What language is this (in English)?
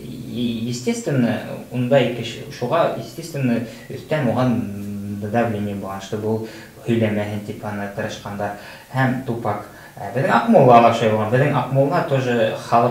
Bashkir